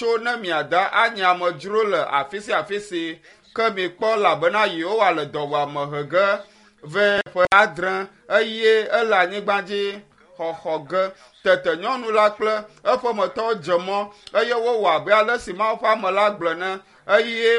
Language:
Ewe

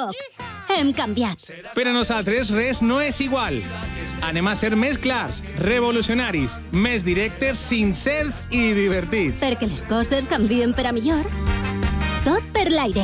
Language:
Catalan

